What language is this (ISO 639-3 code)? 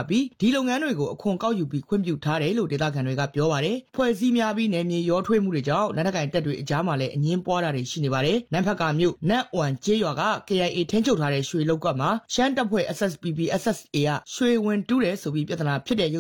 mya